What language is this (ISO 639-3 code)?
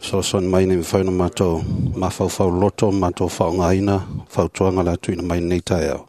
smo